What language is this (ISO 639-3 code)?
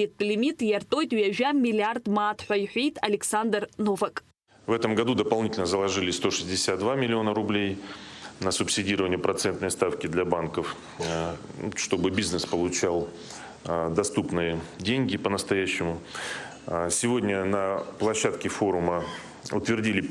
abk